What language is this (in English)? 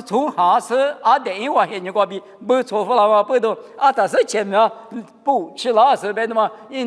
Lisu